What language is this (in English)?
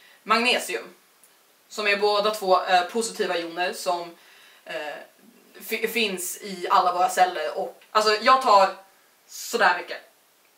Swedish